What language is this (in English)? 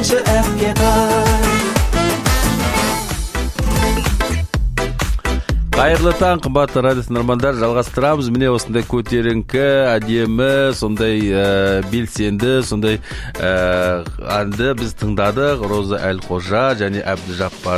Kazakh